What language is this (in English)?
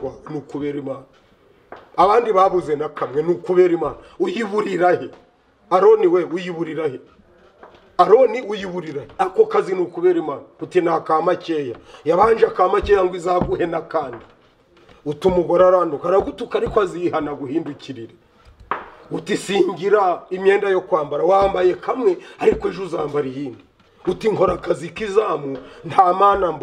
Kinyarwanda